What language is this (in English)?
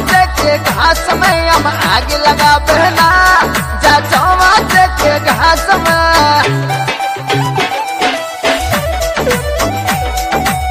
Bhojpuri